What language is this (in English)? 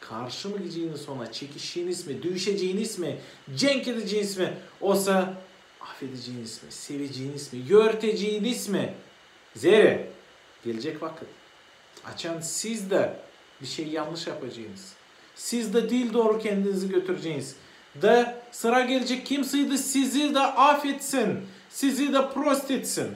Gagauz